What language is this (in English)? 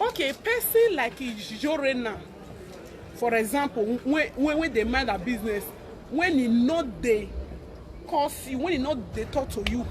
Nigerian Pidgin